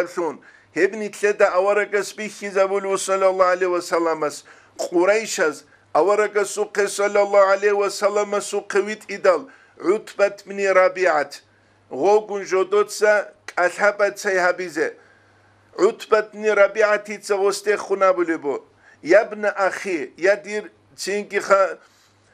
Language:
Avaric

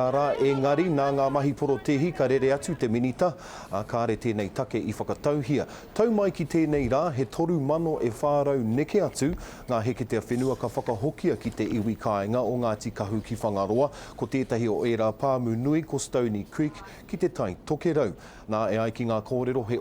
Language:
Māori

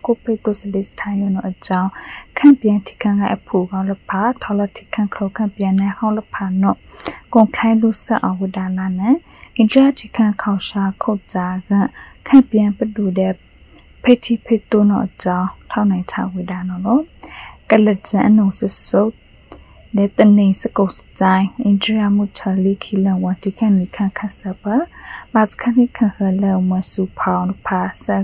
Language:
Burmese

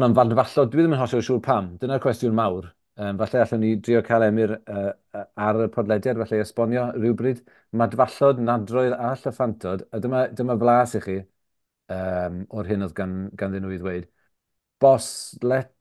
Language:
Welsh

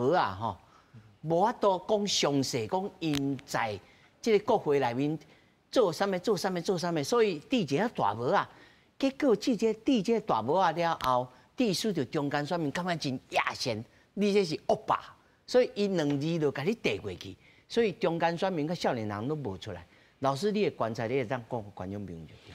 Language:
Min Nan Chinese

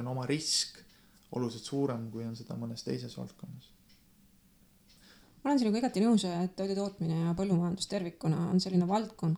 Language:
Estonian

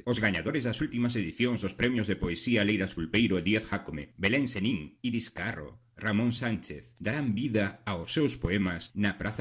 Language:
Galician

